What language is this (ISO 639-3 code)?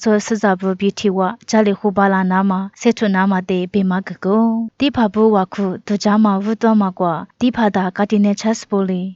lis